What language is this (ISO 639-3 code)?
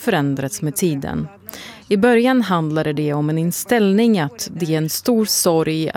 swe